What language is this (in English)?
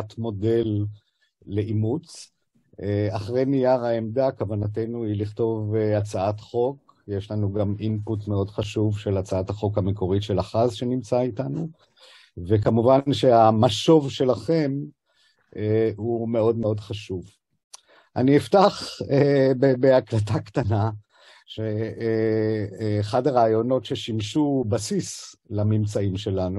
Hebrew